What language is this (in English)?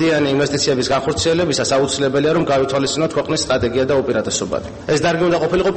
Georgian